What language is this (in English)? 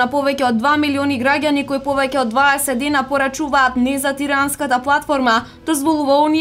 Macedonian